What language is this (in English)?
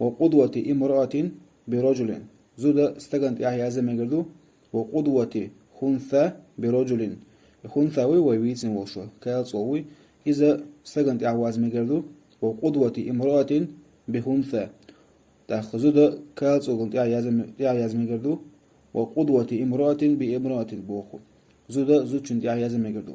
Chechen